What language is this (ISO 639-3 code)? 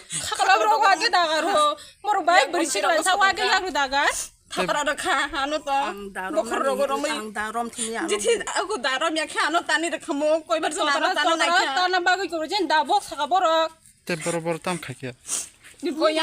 trp